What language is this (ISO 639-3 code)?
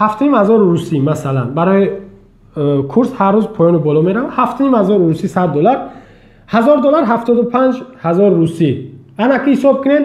tgk